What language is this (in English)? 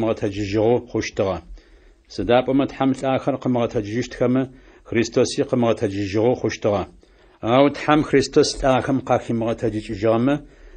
Adyghe